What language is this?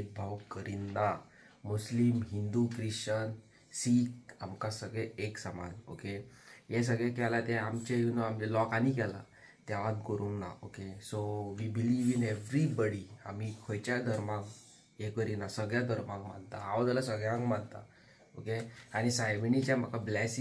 Konkani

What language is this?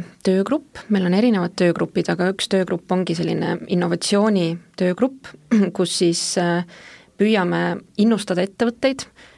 Estonian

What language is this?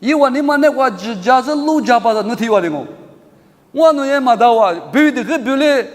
Lisu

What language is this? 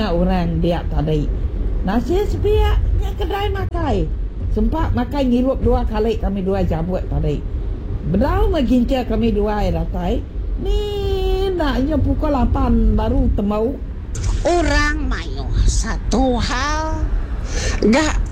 Iban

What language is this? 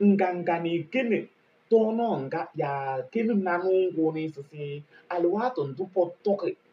Kabiyè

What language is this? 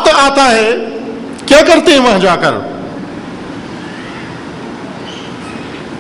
Urdu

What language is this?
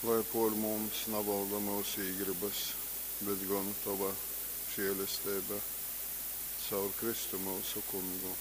Latgalian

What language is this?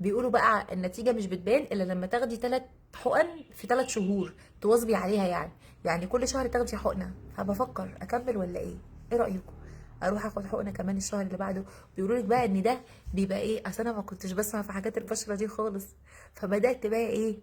Egyptian Arabic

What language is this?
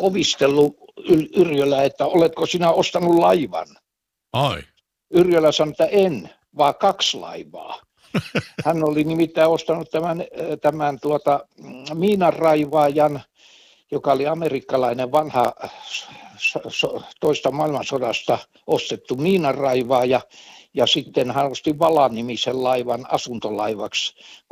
Finnish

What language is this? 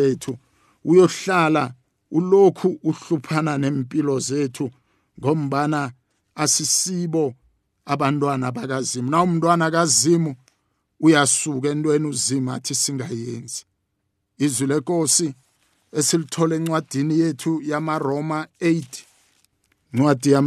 South Ndebele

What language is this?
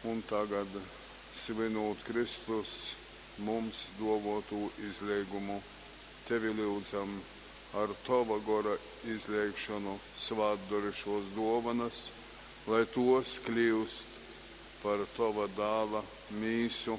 Latgalian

